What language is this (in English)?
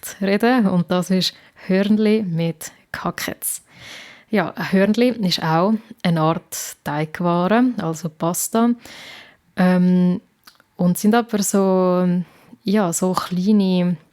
Swiss German